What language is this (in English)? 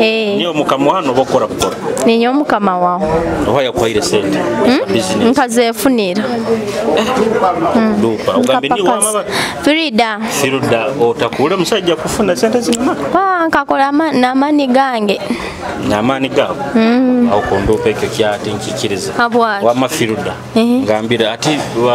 Nyoro